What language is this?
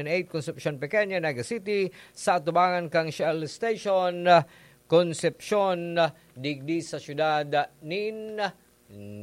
Bikol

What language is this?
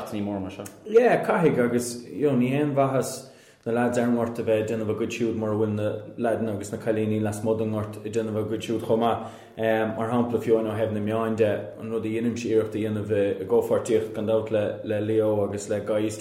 Irish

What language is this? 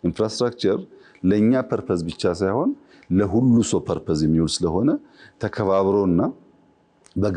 Amharic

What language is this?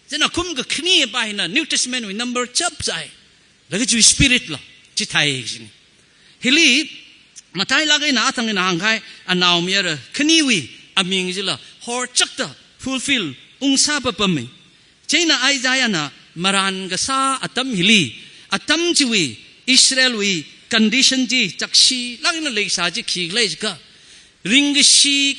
Tangkhul Naga (India)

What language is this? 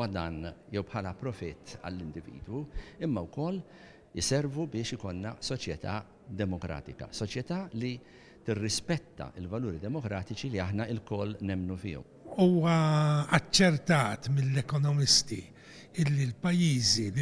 Maltese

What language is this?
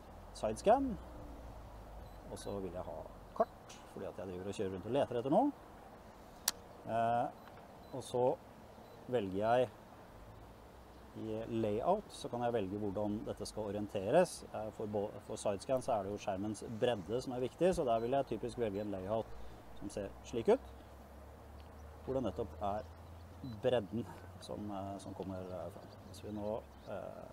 Norwegian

